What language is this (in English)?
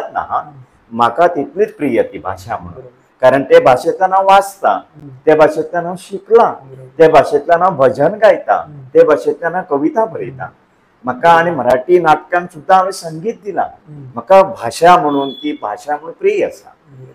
Konkani